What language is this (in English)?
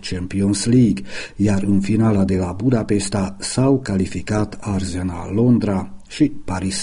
Romanian